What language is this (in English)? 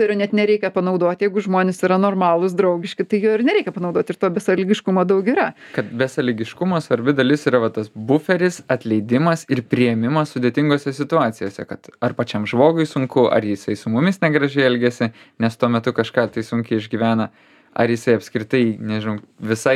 Lithuanian